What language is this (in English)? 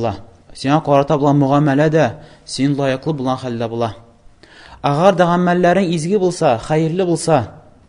Tatar